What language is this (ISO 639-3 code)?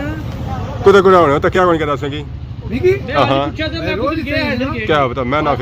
phr